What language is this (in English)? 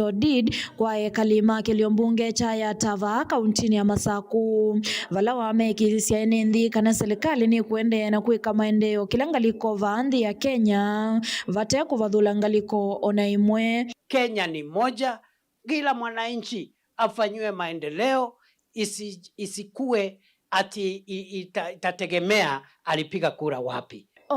Kamba